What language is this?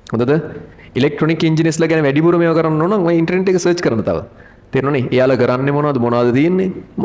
Sinhala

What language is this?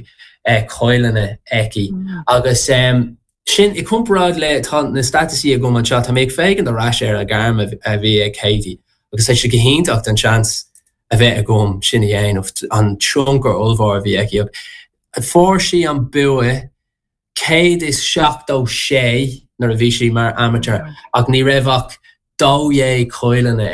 Irish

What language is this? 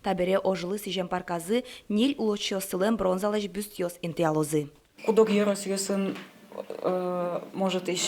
Udmurt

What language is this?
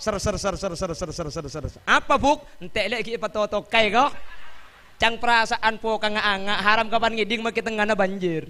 Madurese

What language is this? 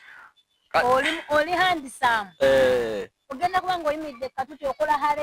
Ganda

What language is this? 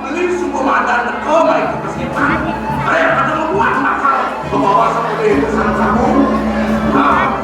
Balinese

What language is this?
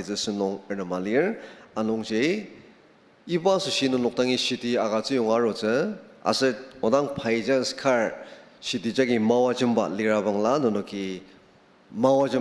Ao Naga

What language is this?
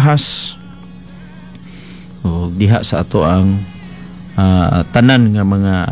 Cebuano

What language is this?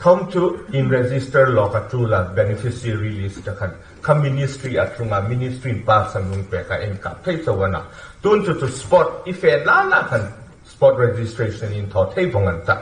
Hmar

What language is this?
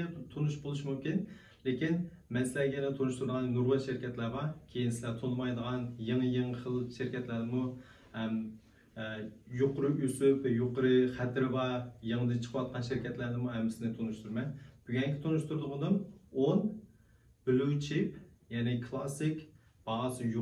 Uyghur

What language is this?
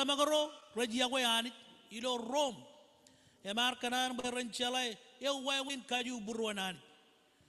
Marshallese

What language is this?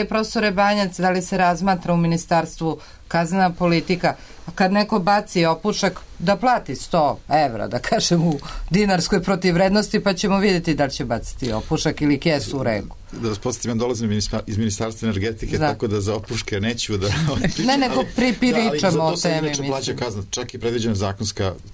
Serbian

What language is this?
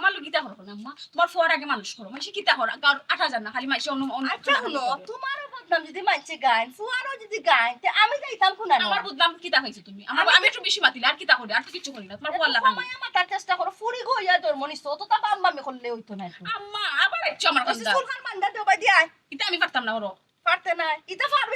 Sylheti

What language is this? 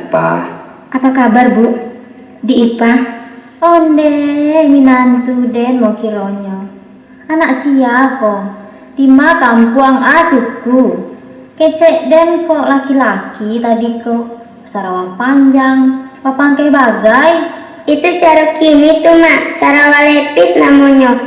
Minangkabau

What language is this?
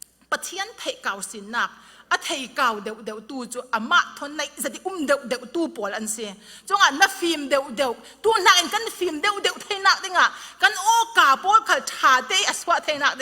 Falam Chin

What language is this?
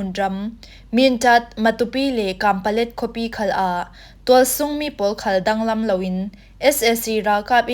Falam Chin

